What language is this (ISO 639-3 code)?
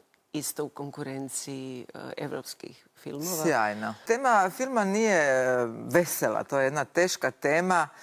hrv